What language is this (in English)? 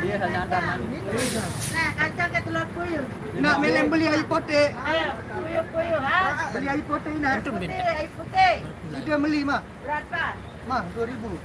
Sasak